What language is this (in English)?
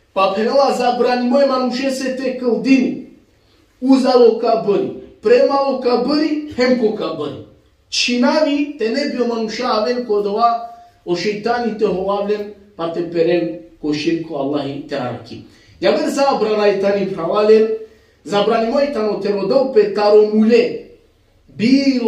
Balkan Romani